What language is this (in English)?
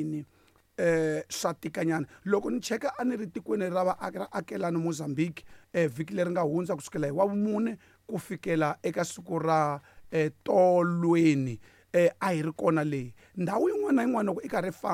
Tsonga